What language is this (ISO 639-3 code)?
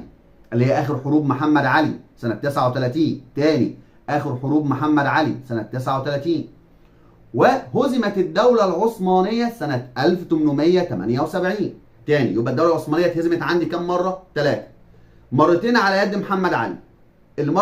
arz